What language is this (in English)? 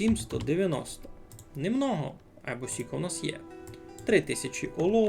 Rusyn